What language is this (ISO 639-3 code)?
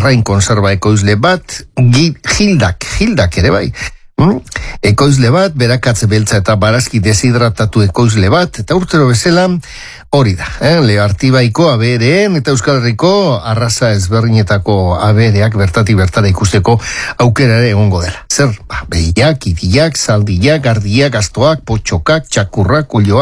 eus